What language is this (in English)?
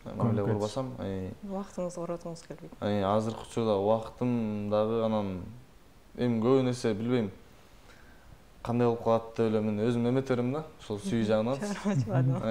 Kyrgyz